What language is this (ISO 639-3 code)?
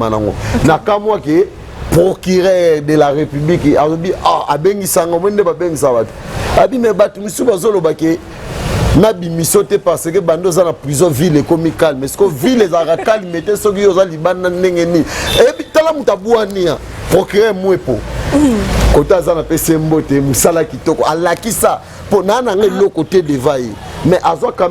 lin